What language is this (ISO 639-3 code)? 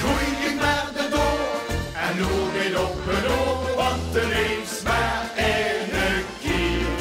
lim